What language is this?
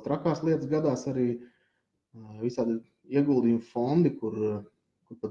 Latvian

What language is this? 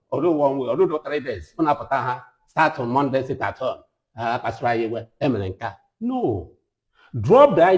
Igbo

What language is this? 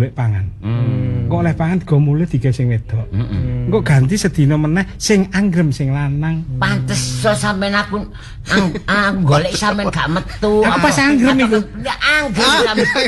Javanese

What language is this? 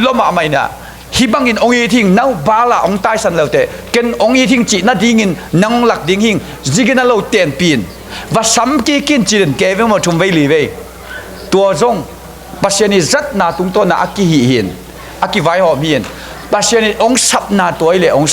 Tedim Chin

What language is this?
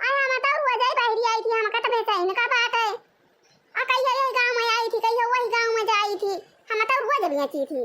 Awadhi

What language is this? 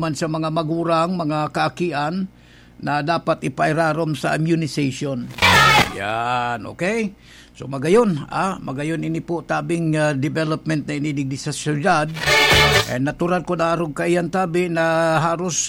Bikol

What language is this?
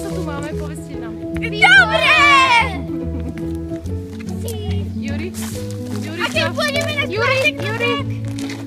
Slovak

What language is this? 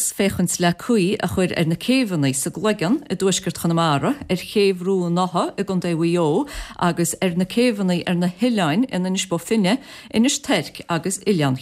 Irish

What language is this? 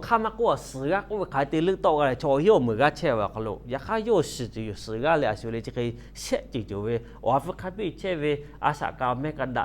Lahu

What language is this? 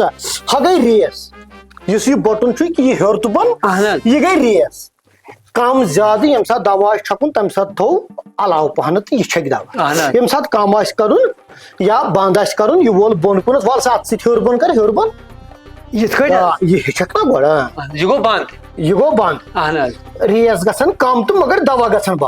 Kashmiri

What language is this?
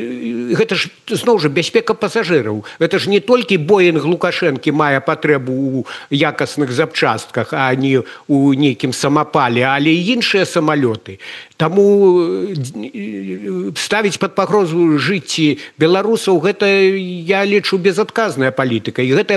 Belarusian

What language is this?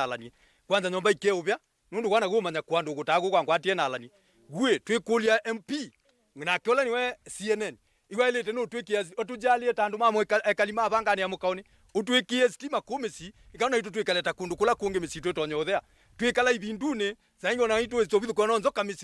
Kamba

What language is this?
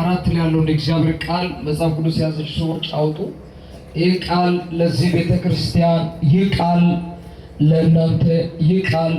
Amharic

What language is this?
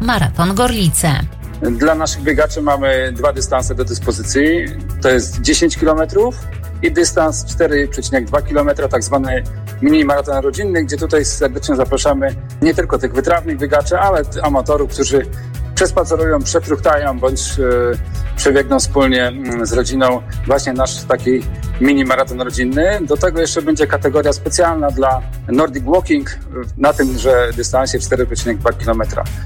Polish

